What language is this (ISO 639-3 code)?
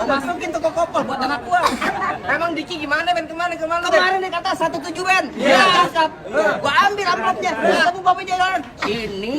bew